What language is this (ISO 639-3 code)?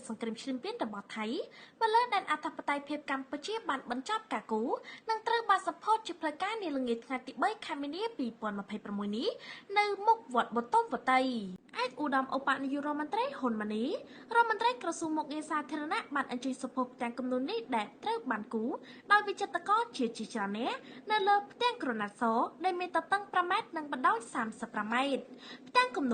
khm